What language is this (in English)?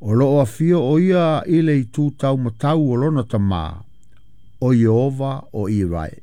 Samoan